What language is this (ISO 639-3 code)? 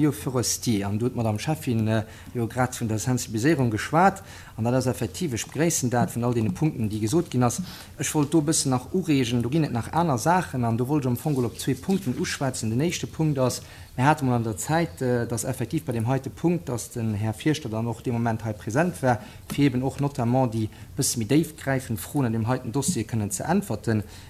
ltz